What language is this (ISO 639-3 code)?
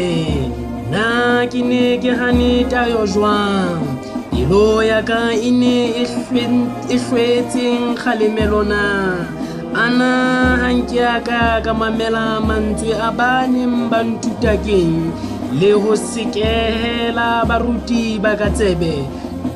sot